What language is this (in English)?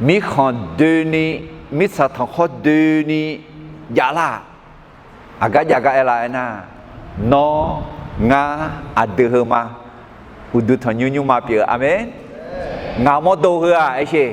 Akha